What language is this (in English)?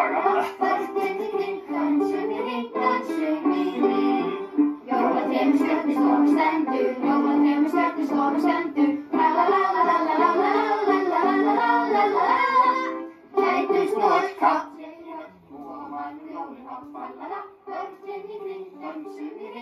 Icelandic